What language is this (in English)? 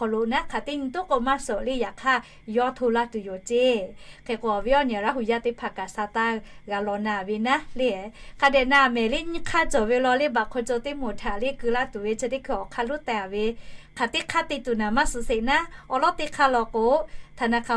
Lahu